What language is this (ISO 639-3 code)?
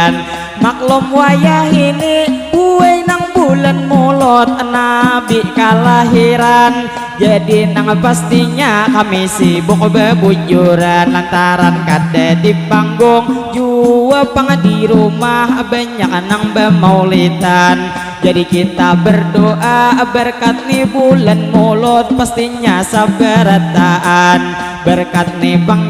bjn